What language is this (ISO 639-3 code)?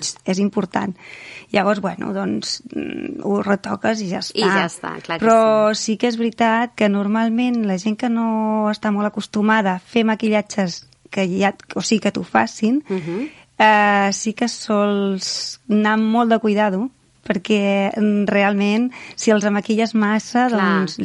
cat